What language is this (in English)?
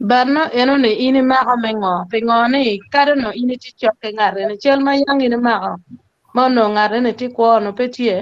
Acoli